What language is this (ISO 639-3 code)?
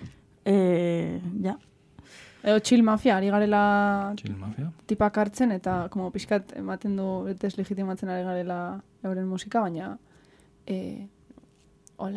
eus